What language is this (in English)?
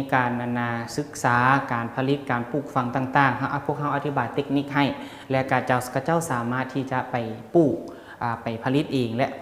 Lao